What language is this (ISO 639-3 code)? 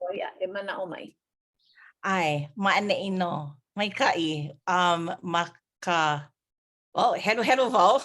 haw